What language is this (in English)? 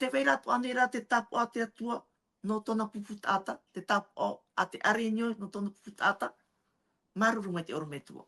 Tahitian